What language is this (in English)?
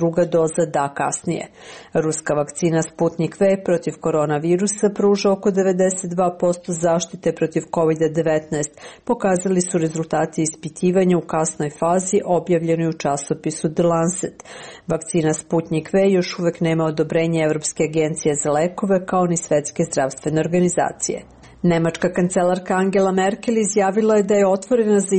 Serbian